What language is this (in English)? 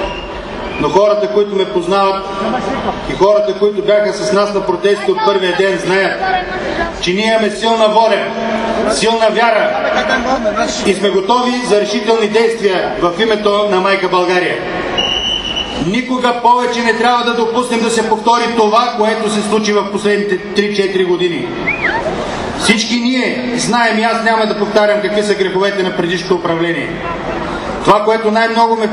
Bulgarian